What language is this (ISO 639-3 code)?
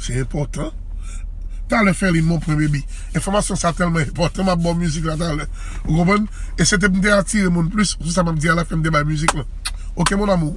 hat